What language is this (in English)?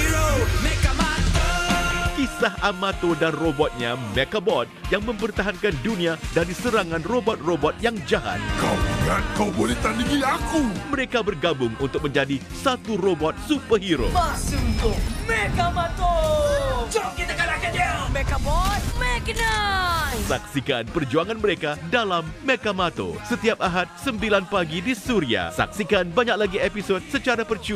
Malay